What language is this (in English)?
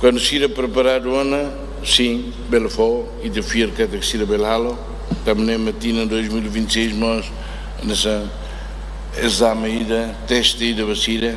Tetum